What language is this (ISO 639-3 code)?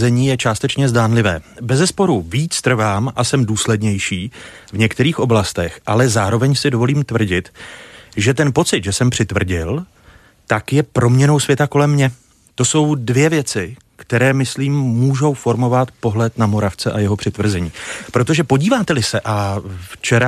ces